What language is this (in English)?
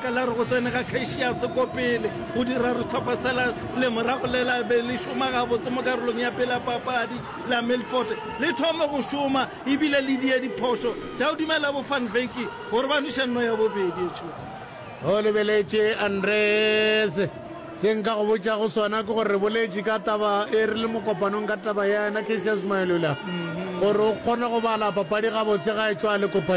Northern Sotho